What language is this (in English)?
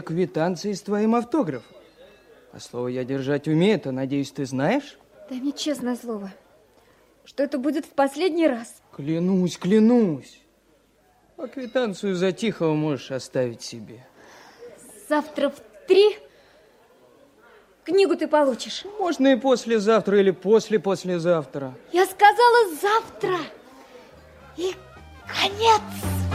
Russian